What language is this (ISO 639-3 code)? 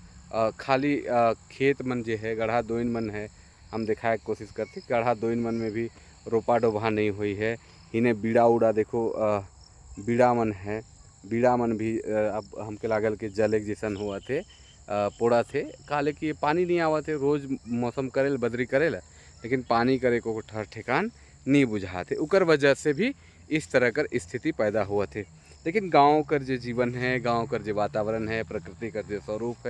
sck